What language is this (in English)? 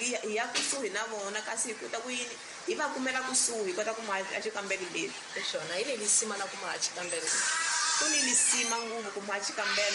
Tsonga